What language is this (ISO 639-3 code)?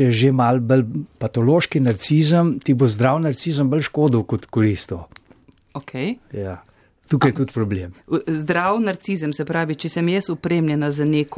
slv